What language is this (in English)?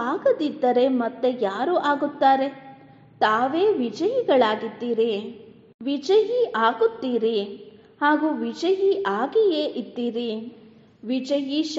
Kannada